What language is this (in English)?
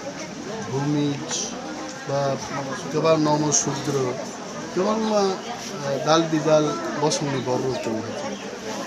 Kok Borok